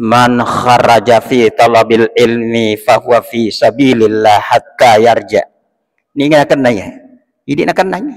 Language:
Buginese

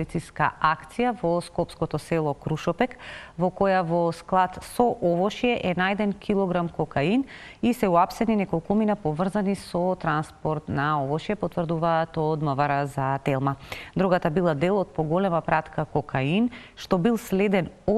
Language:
Macedonian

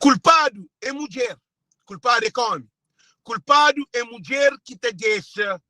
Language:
Kabuverdianu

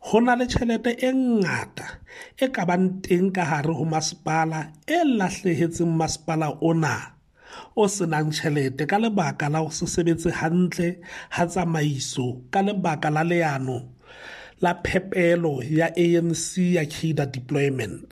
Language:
Southern Sotho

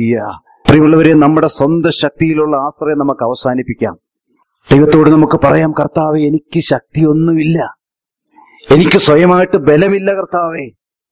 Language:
Malayalam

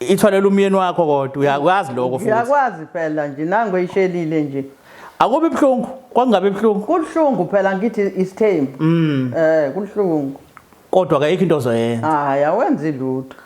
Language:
Zulu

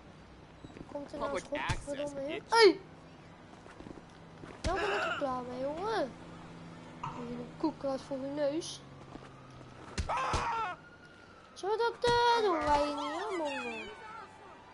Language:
Dutch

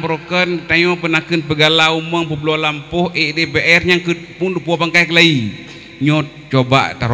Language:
Achinese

